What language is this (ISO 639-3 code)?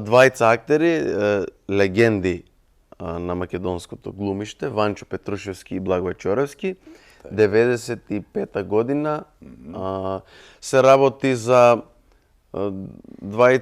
mkd